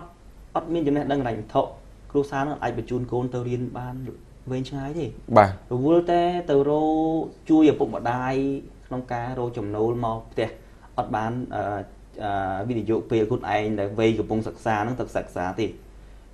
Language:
Khmer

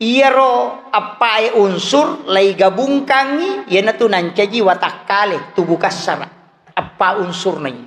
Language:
Buginese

